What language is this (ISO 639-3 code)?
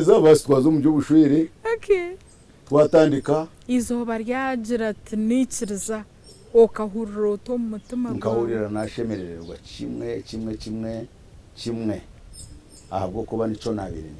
nyn